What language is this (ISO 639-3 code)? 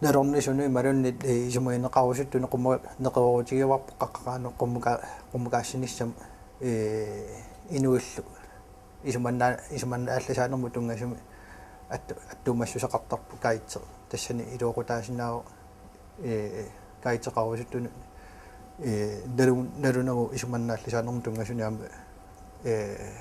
kal